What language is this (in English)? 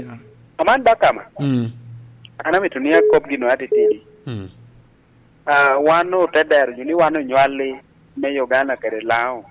Lango (Uganda)